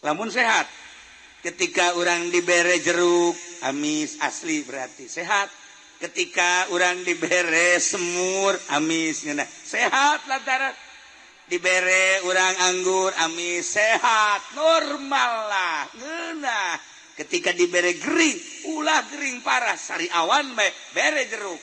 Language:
Sundanese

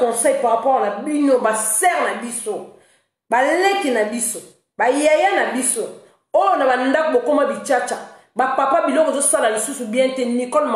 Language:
Lingala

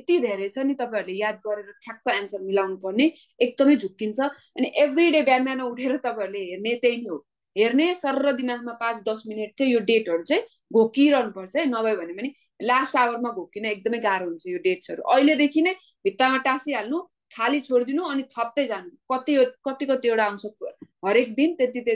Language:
Nepali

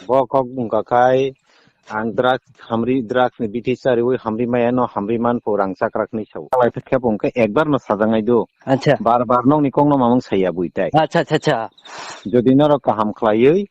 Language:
Kok Borok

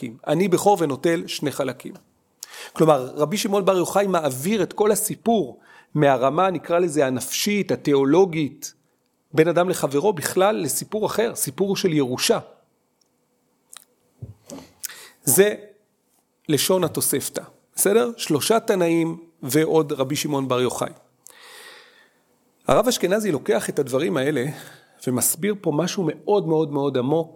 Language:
Hebrew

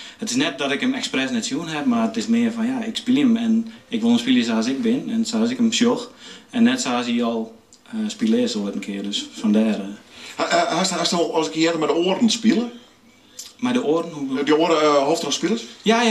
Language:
Western Frisian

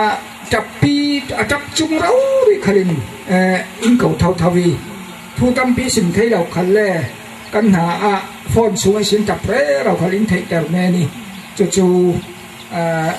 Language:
Falam Chin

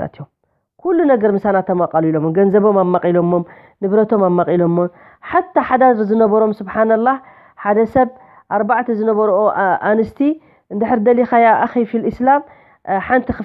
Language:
Tigrinya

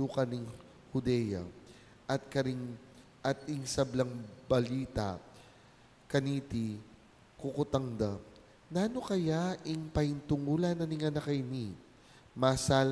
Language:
Pampanga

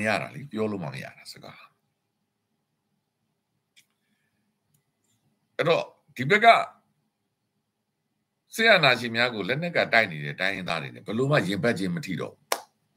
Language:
Burmese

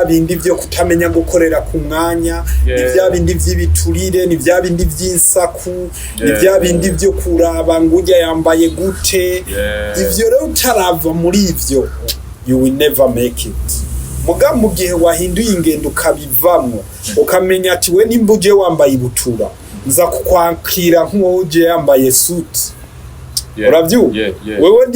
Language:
Rundi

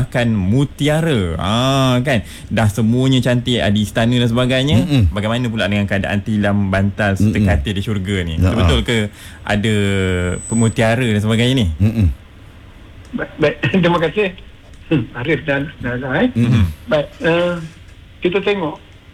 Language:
Malay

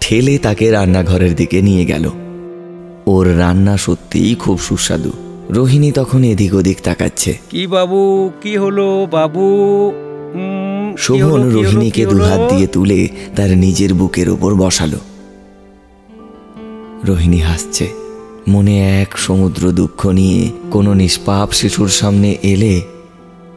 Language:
Bangla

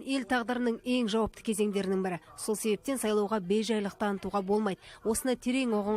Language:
Kazakh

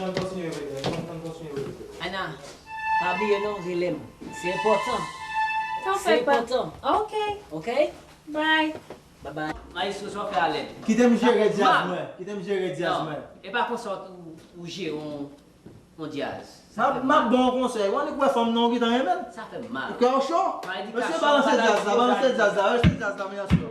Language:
Haitian Creole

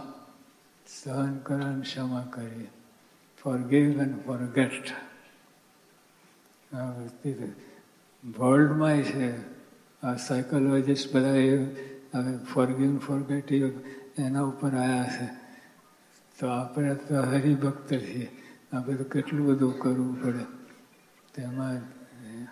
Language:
Gujarati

